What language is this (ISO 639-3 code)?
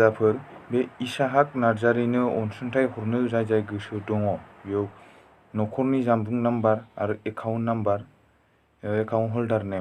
brx